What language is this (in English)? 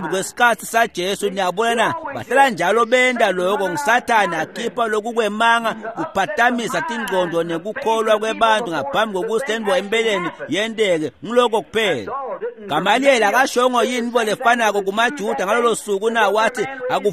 Swati